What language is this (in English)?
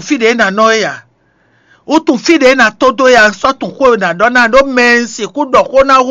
Fon